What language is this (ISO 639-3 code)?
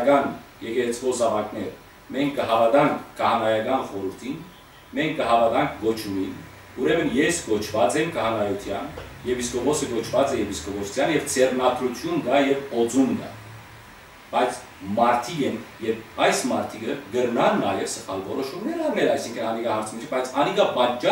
hyw